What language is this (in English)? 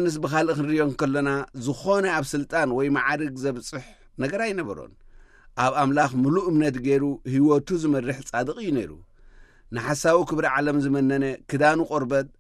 Tigrinya